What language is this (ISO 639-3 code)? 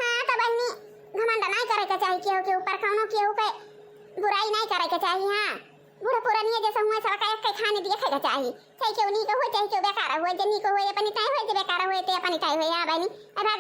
awa